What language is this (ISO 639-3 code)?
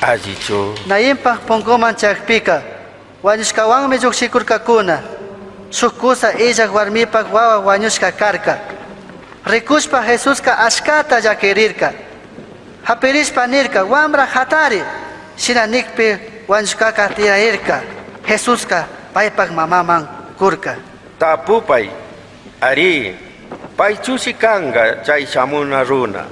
qug